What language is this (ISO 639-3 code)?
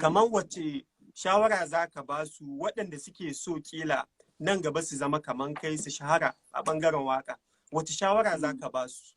hau